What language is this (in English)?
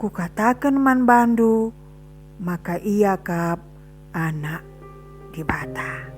Batak Karo